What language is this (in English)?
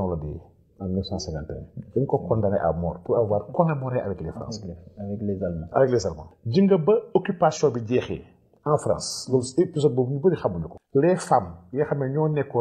Wolof